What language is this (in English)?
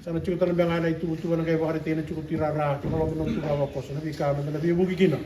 Fijian